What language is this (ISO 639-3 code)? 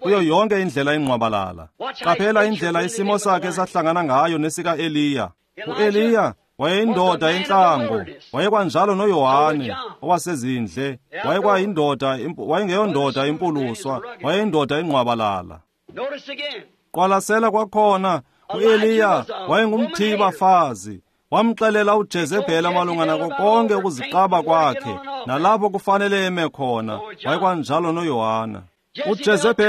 xho